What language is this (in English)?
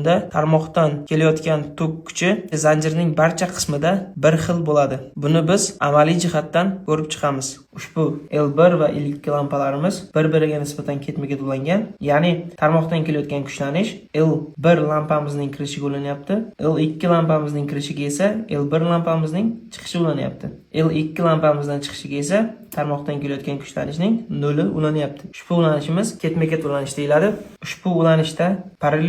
Uzbek